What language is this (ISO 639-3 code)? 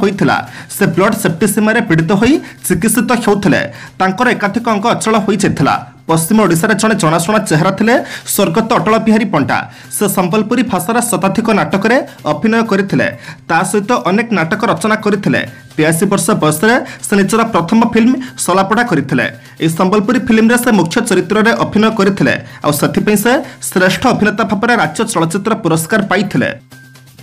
ori